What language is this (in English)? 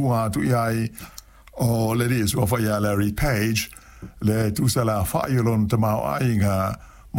Samoan